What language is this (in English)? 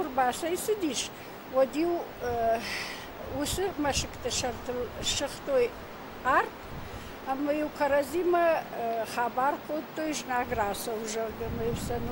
Ossetic